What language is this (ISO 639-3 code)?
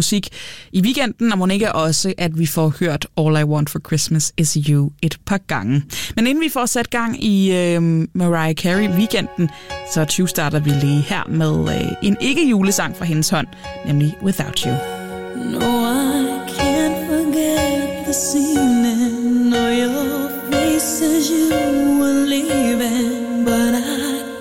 dan